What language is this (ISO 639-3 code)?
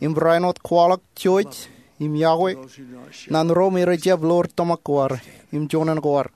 mah